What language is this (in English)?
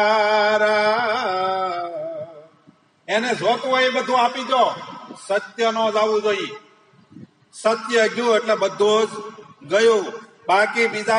Gujarati